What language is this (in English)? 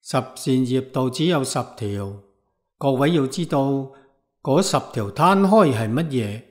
Cantonese